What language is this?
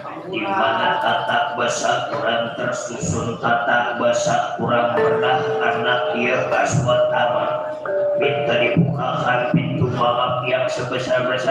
Betawi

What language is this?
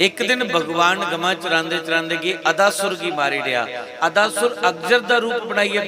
Dogri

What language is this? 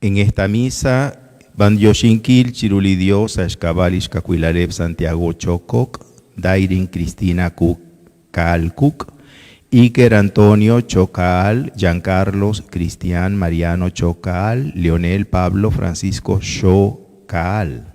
Kekchí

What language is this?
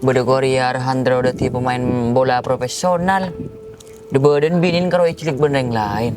Madurese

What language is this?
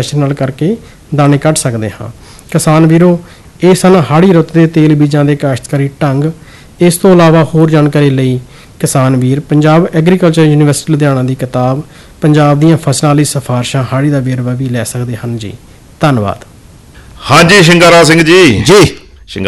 Punjabi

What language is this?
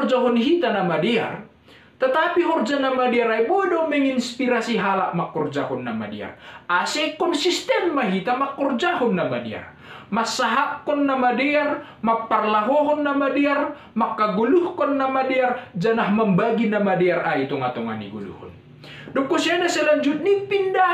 Batak Simalungun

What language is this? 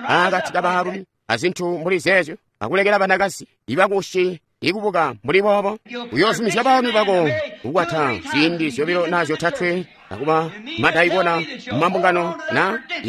Tonga (Zambia)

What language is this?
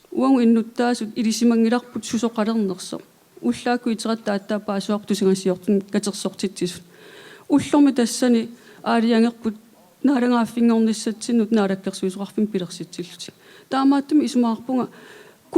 Kalaallisut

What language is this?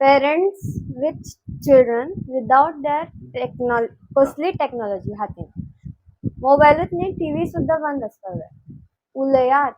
Konkani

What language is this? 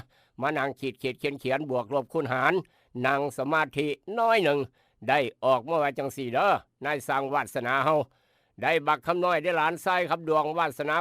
Northeastern Thai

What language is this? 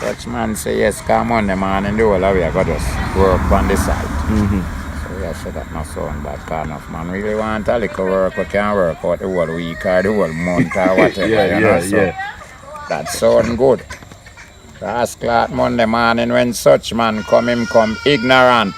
Jamaican Creole English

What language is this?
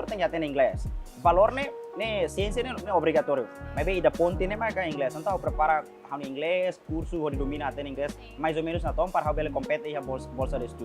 Tetum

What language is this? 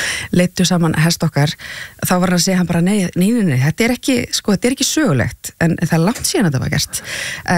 Icelandic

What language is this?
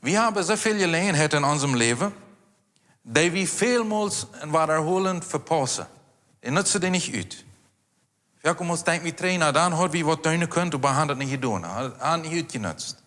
Plautdietsch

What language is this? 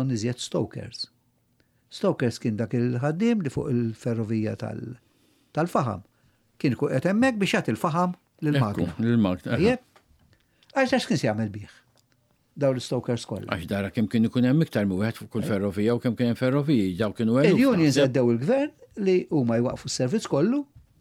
Maltese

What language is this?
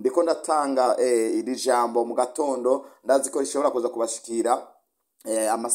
Rundi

